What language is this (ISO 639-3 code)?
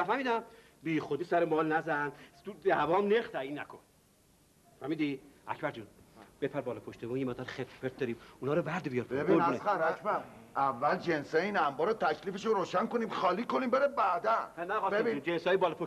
fas